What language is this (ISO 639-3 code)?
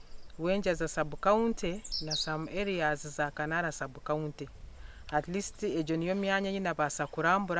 nyn